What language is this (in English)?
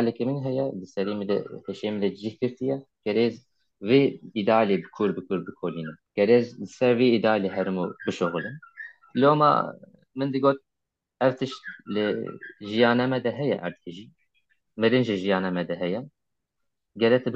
Kurdish